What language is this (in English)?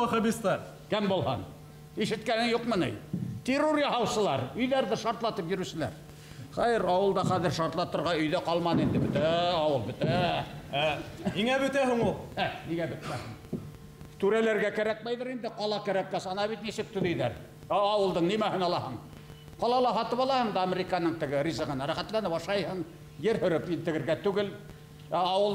Bashkir